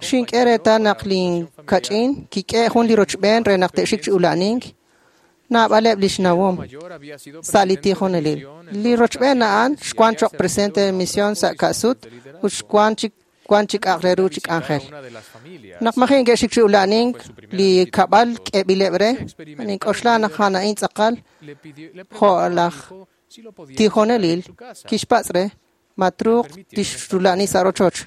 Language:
Kekchí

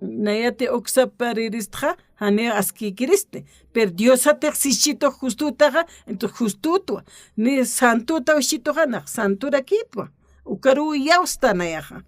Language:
Aymara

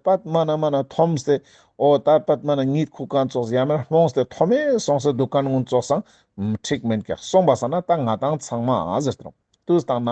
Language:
Ladakhi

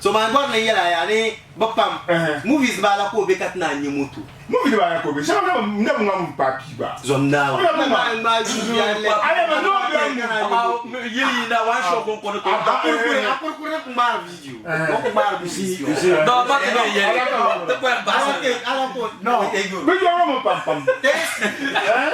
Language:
Dagbani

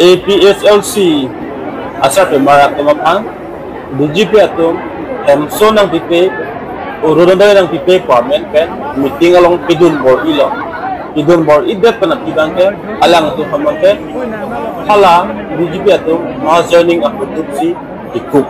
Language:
Karbi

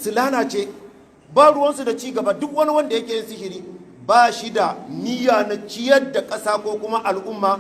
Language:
Hausa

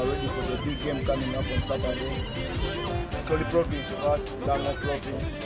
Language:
Acoli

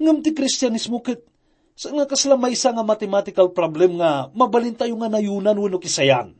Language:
Iloko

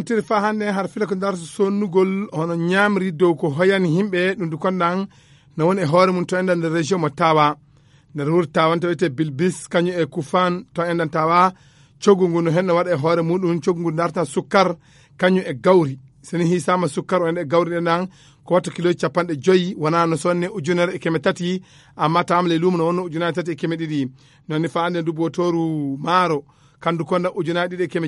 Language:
Fula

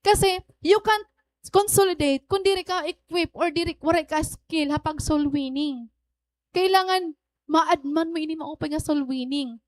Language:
Waray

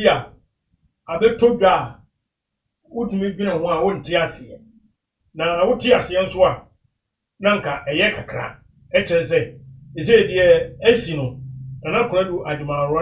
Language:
Akan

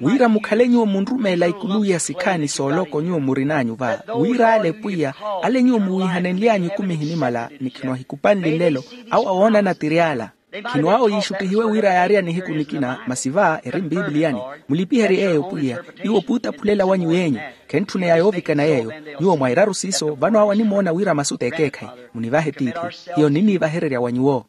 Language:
Makhuwa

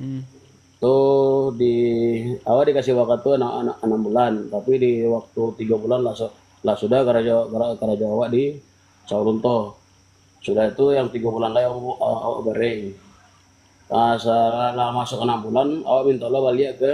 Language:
Minangkabau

